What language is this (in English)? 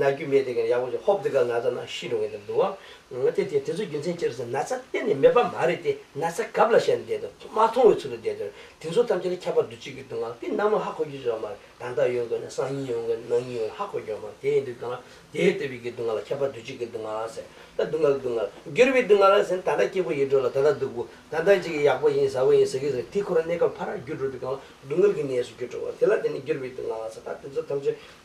Tibetan